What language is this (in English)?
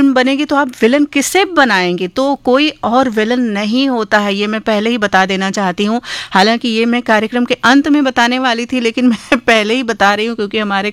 Hindi